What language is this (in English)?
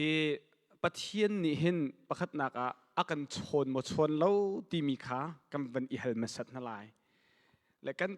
Hakha Chin